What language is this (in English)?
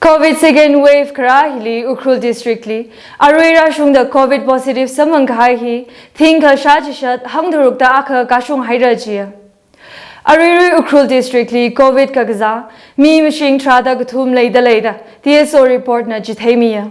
Tangkhul Naga (India)